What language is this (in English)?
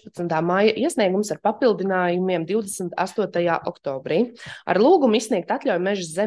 Latvian